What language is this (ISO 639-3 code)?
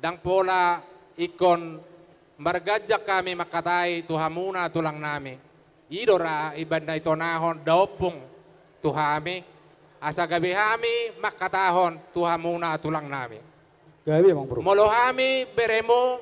bbc